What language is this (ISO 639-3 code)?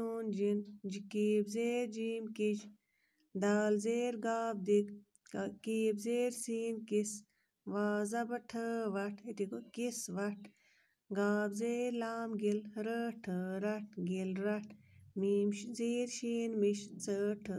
kas